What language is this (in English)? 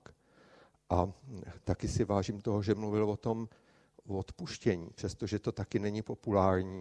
Czech